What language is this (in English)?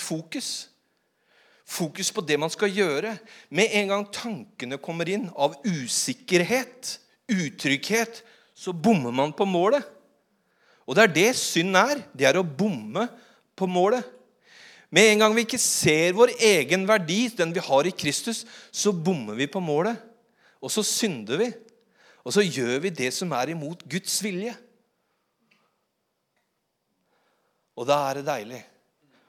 Norwegian